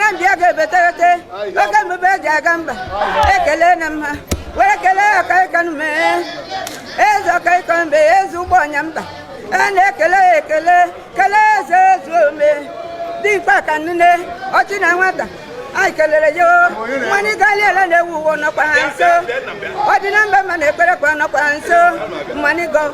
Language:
Igbo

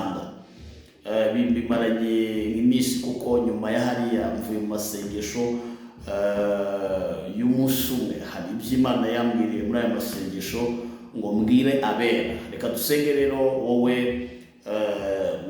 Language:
Kinyarwanda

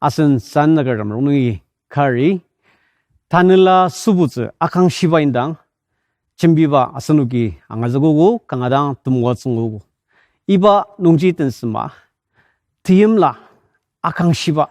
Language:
Ao Naga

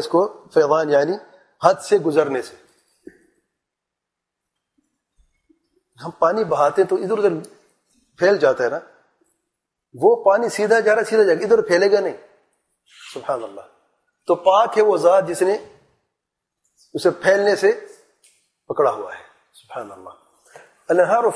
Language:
Urdu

